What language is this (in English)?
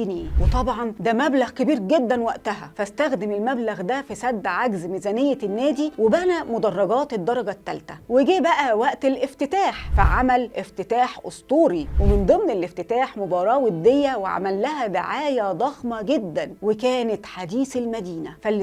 Egyptian Arabic